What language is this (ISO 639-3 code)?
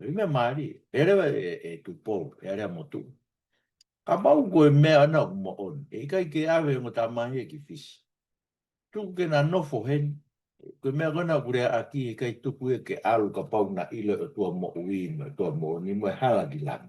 ton